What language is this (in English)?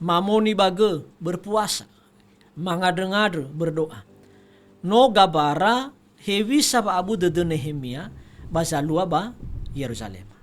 Nias